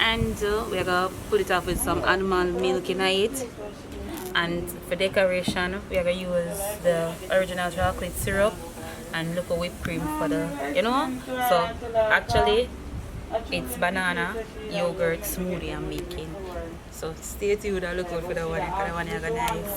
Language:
Jamaican Creole English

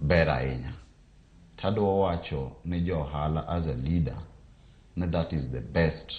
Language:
Luo (Kenya and Tanzania)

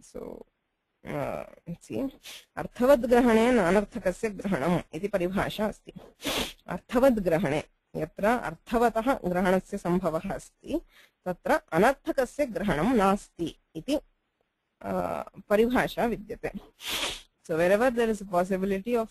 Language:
Sanskrit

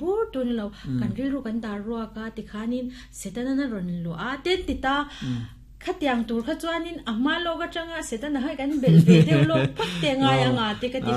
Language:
Mizo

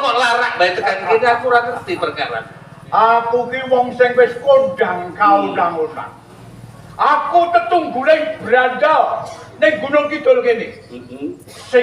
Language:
Javanese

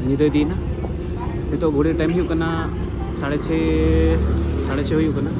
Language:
Santali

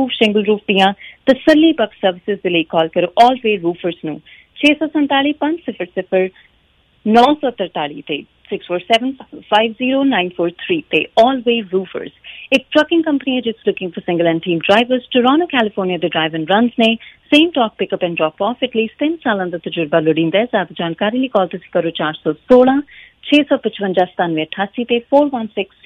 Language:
Punjabi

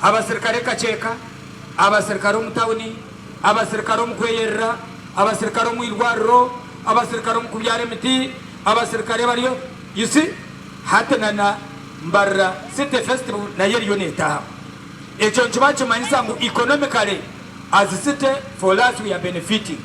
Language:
Nyankole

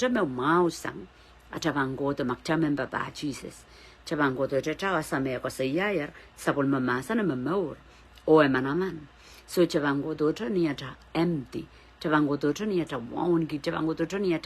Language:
Pohnpeian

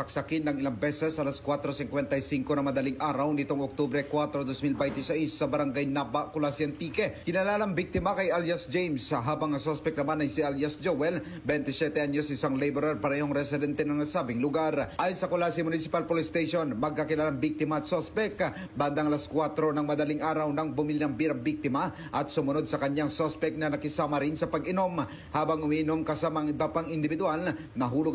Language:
Filipino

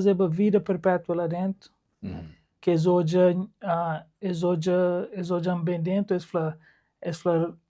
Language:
Kabuverdianu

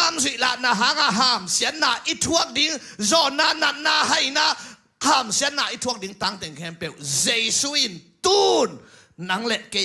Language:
Tedim Chin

